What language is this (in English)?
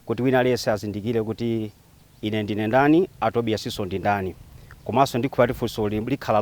Nyanja